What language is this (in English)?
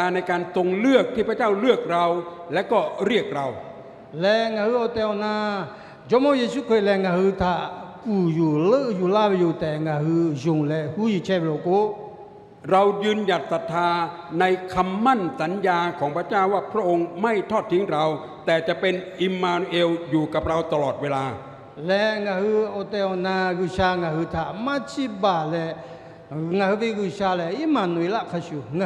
Lahu